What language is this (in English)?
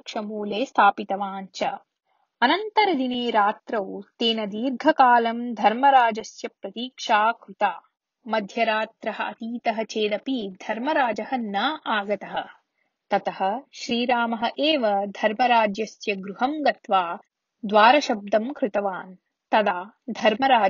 Sanskrit